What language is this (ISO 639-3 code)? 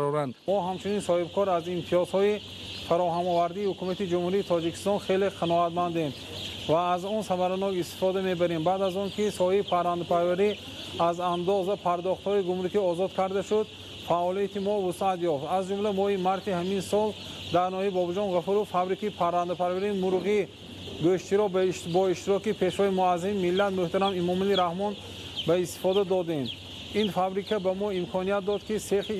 tgk